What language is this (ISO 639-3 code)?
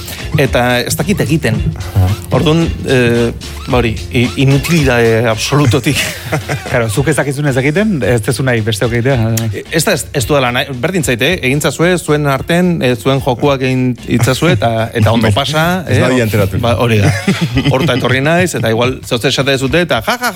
eus